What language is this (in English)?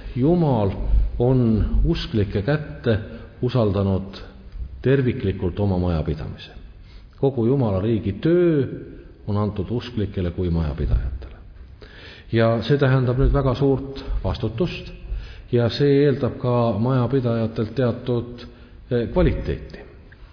Estonian